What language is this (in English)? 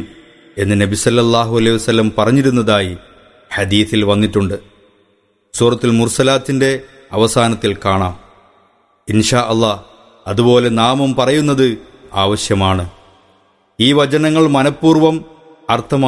Malayalam